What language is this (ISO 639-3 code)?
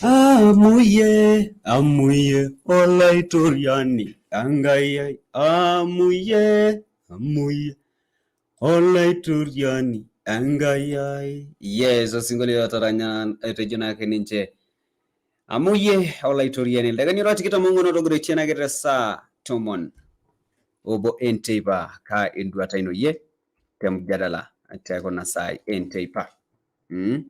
mas